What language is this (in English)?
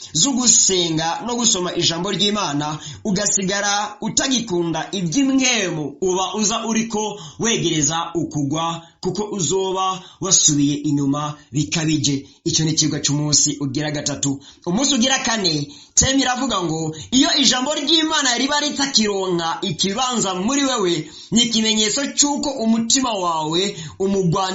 Rundi